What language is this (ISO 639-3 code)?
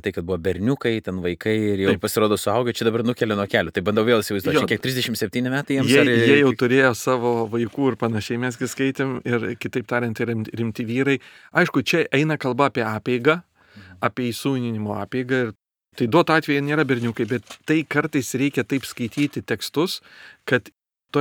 lit